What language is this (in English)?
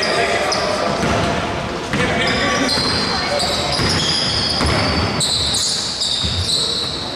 Greek